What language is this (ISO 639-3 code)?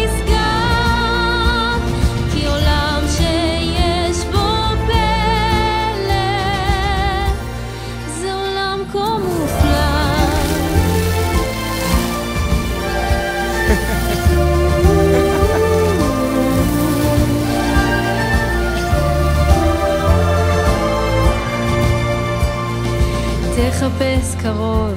heb